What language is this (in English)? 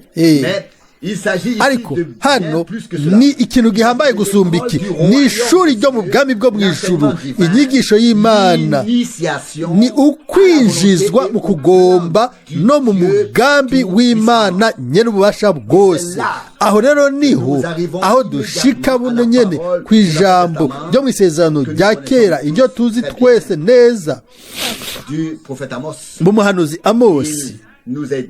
Rundi